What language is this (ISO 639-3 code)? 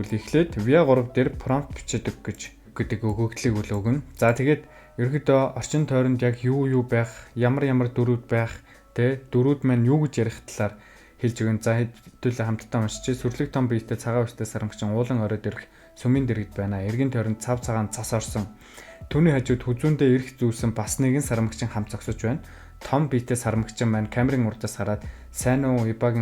mon